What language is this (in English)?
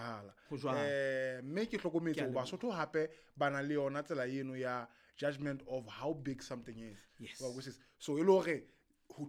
Southern Sotho